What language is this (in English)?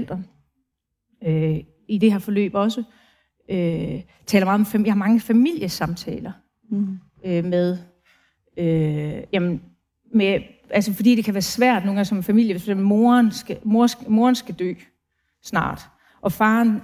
Danish